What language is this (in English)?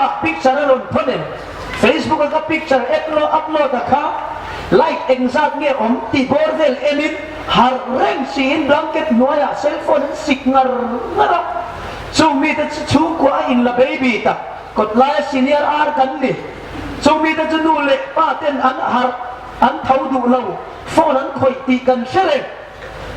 Hmar